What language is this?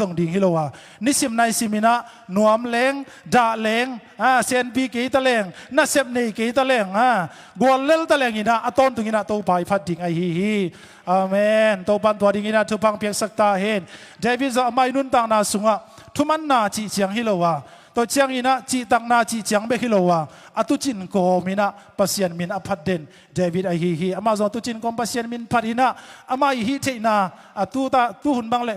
Tedim Chin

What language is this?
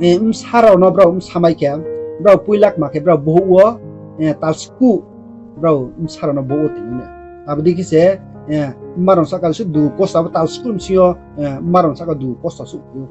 Riang (India)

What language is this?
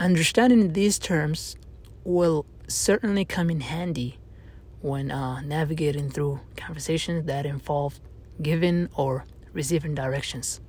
English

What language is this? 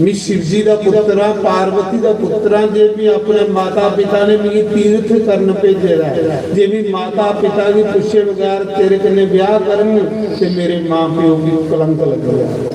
Dogri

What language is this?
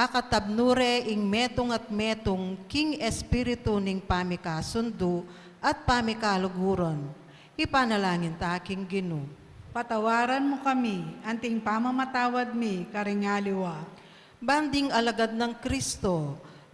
Pampanga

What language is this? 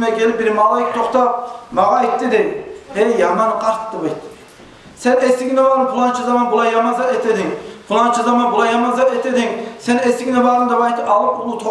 Kumyk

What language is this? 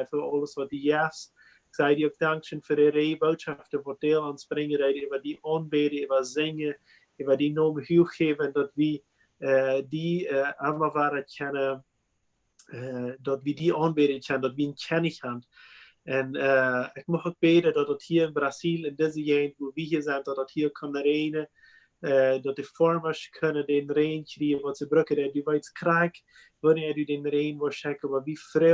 Plautdietsch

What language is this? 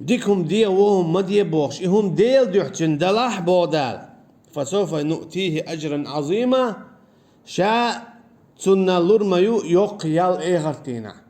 Chechen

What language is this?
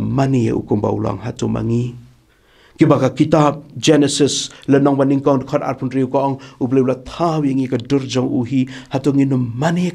Khasi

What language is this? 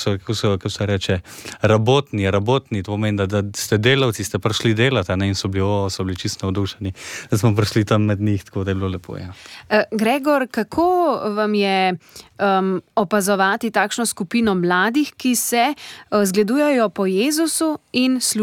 Slovenian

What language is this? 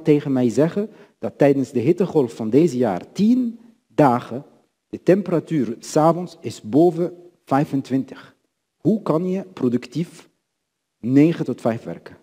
Dutch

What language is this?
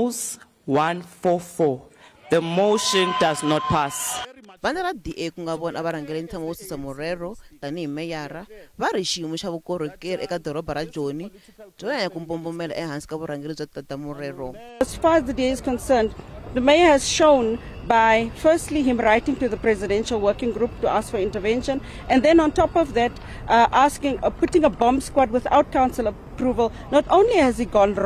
Tsonga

